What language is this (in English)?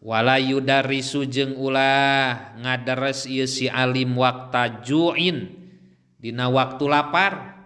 Sundanese